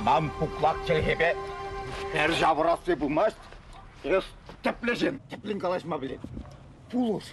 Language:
Chuvash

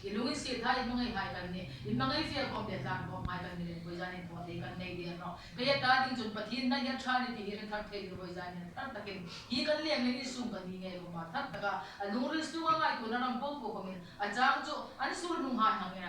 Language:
Hmar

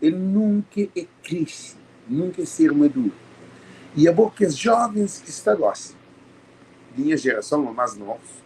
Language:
Kabuverdianu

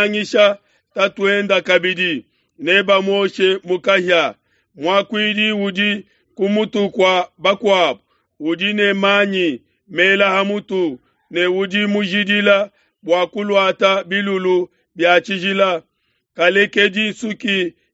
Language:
Luba-Lulua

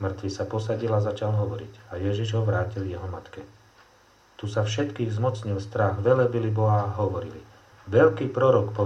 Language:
Slovak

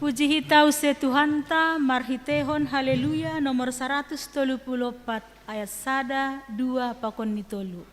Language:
Batak Simalungun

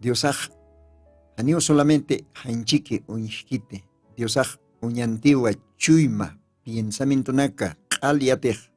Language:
Aymara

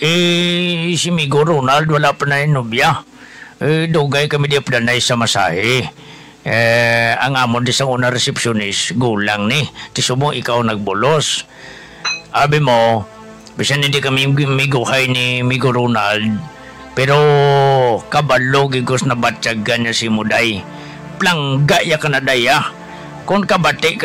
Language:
Hiligaynon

